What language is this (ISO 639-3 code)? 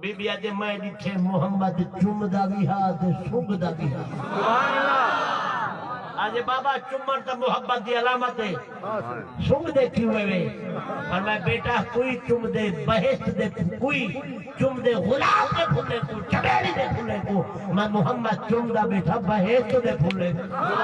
skr